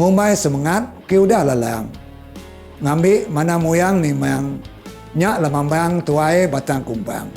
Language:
Iban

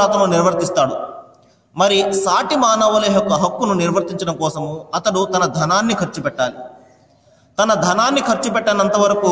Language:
Telugu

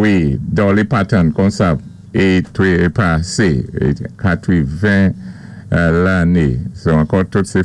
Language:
Saint Lucian Creole French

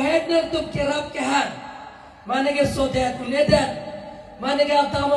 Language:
Karbi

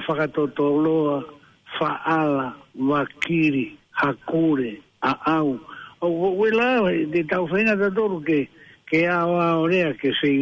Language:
Tongan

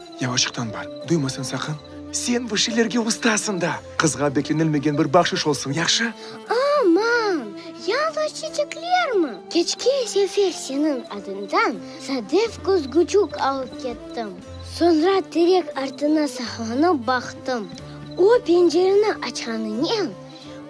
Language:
Crimean Tatar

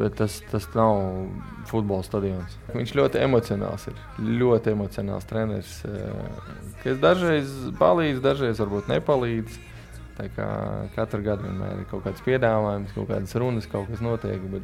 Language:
Latvian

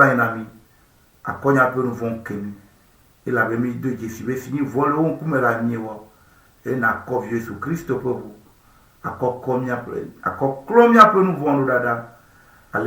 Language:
Ewe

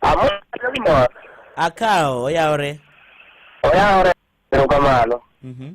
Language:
Luo (Kenya and Tanzania)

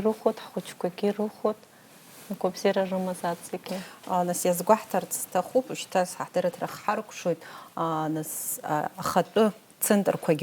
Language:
Abkhazian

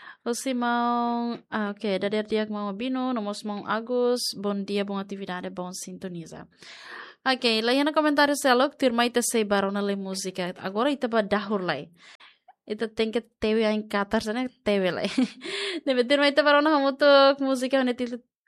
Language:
Tetum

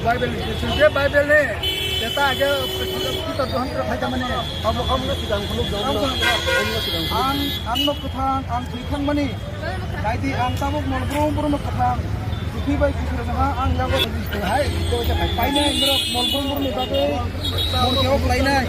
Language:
Kok Borok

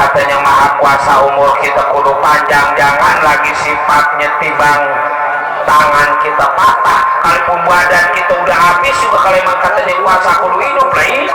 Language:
Betawi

